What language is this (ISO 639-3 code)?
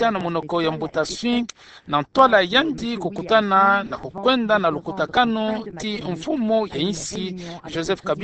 ktu